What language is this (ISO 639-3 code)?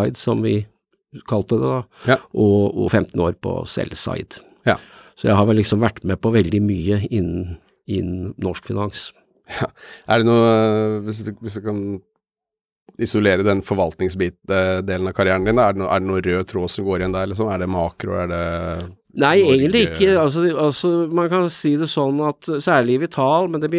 nor